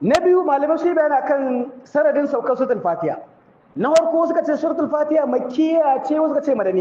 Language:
Hausa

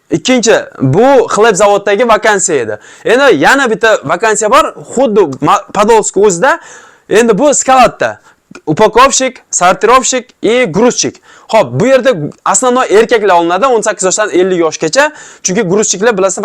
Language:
Uzbek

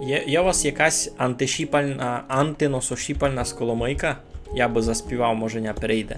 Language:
Rusyn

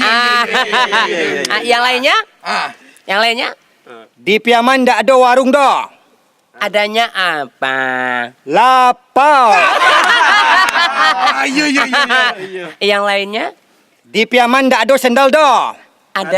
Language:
Minangkabau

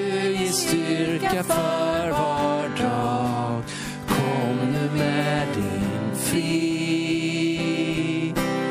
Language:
Swedish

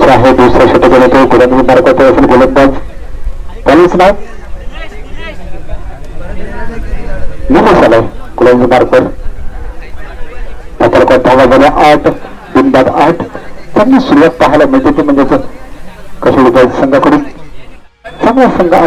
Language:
Marathi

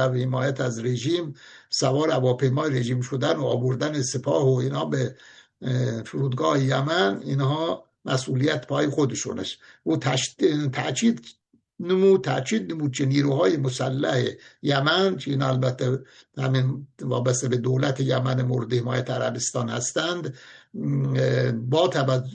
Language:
Persian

